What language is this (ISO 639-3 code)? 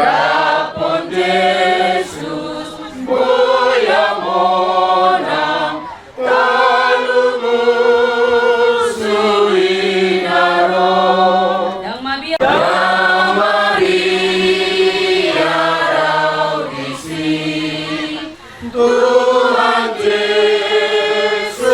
bbc